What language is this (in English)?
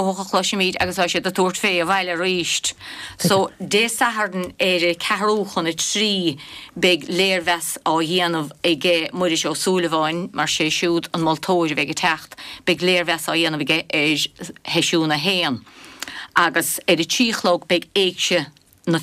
Irish